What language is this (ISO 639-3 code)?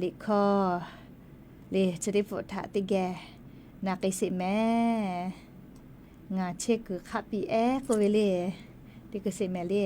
lhu